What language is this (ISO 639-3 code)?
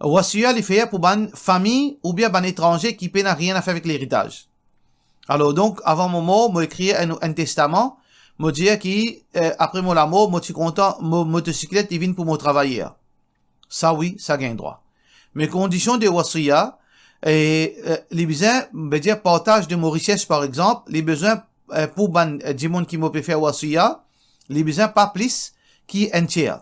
mfe